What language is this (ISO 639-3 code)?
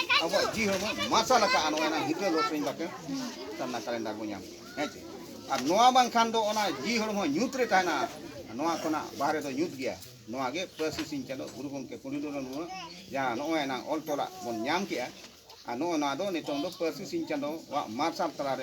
sat